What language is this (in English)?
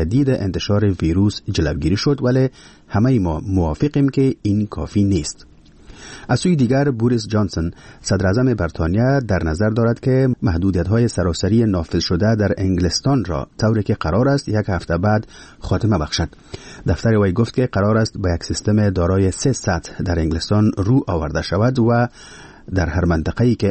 Persian